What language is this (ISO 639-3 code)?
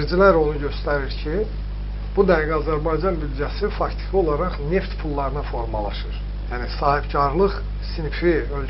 aze